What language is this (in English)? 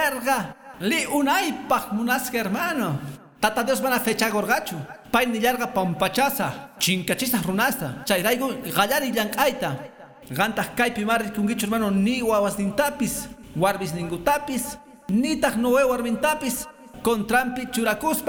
Quechua